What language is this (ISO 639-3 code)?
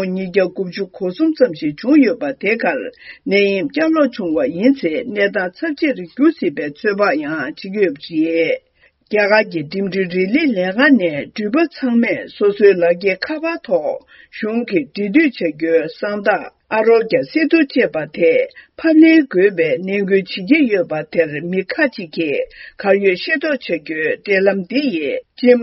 bod